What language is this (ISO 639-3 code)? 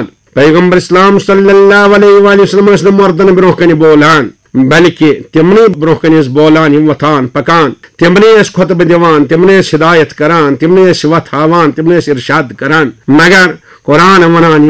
kas